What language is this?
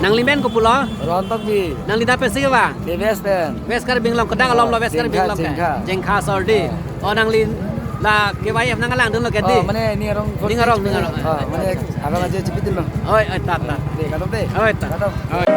Karbi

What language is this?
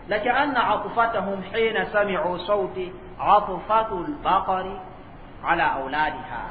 Mossi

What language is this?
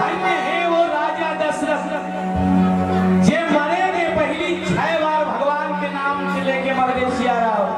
Chhattisgarhi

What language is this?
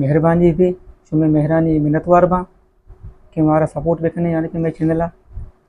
Baluchi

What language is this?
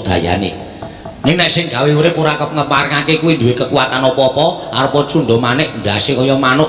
Javanese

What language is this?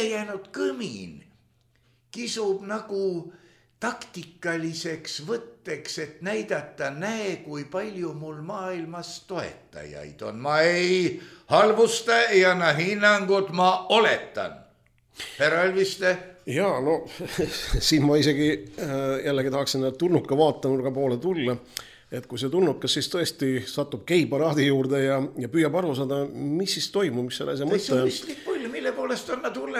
Estonian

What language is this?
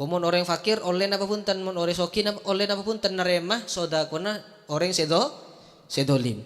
Madurese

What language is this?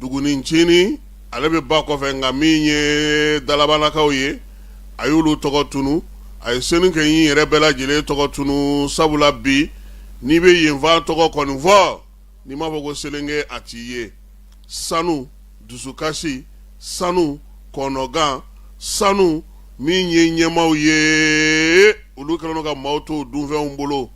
Bambara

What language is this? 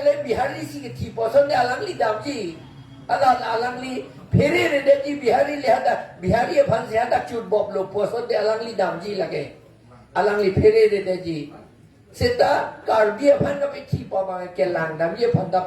Karbi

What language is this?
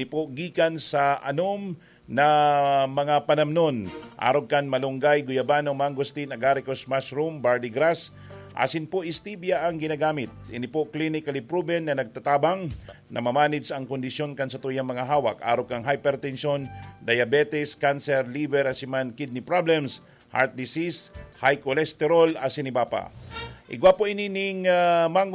Bikol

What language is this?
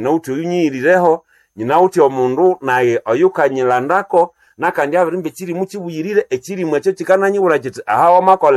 Nande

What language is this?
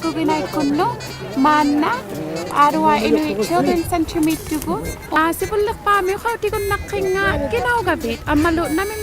Inuktitut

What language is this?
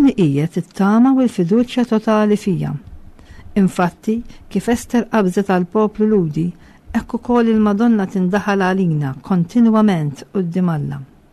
Maltese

